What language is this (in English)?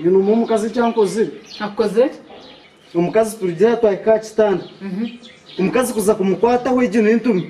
Nyankole